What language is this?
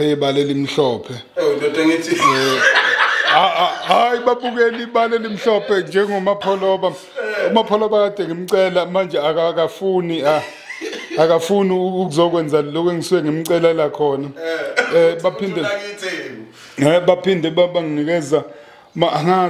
Zulu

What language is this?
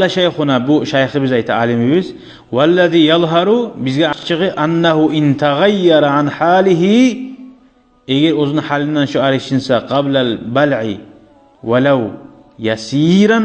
Kumyk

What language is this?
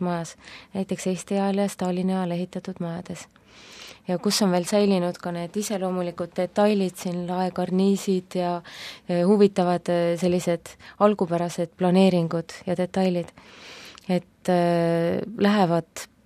Estonian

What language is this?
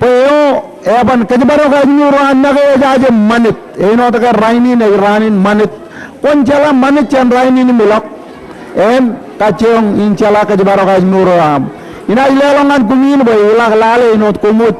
Marshallese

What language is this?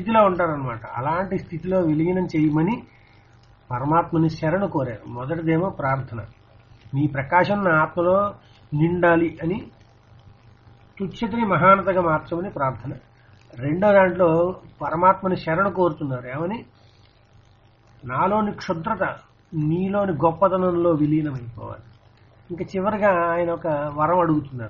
Telugu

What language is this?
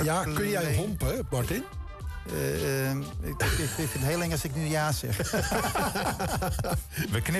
Dutch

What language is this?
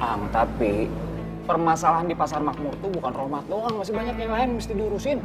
Betawi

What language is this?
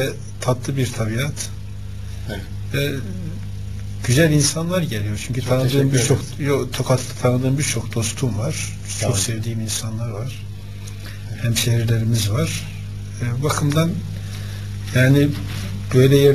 Turkish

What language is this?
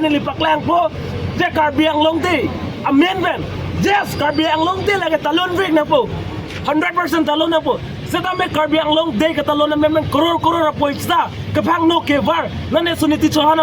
Karbi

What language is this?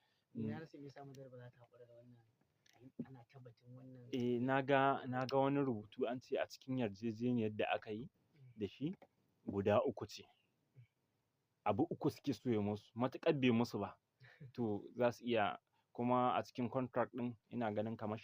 Hausa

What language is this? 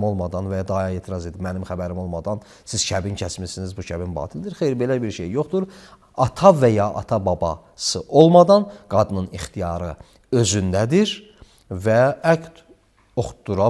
Azerbaijani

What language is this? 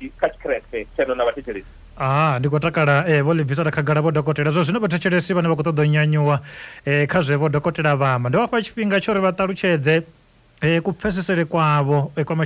Venda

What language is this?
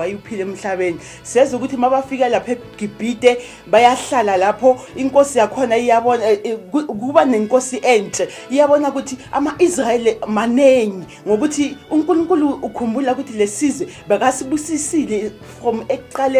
Zulu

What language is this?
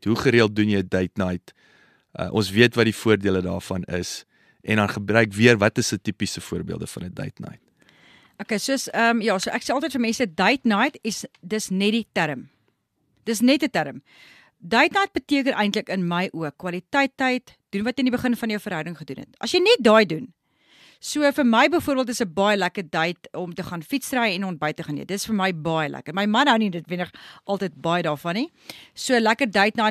Afrikaans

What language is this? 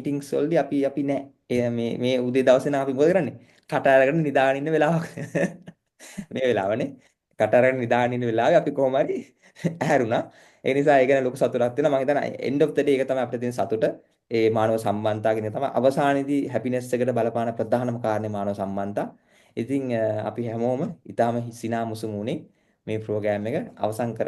Sinhala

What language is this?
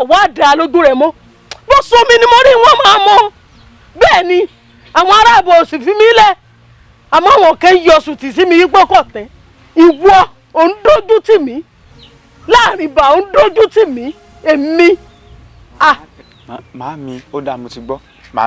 Yoruba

